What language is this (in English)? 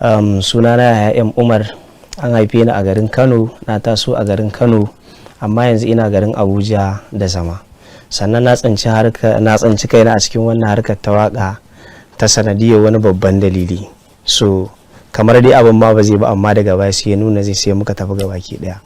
Hausa